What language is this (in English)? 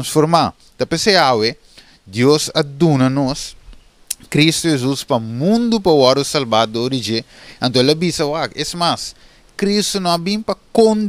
Papiamento